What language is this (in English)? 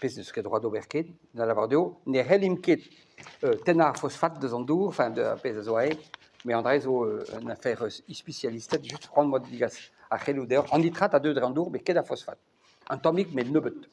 Breton